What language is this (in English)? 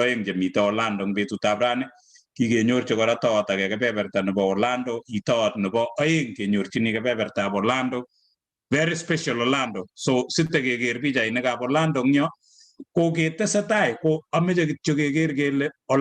Kalenjin